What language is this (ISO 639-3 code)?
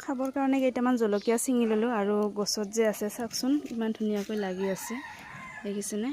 asm